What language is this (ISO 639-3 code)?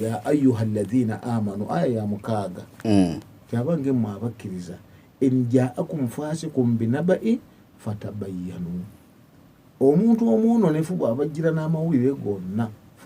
lug